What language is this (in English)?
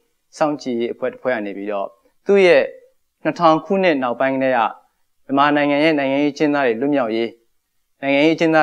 Burmese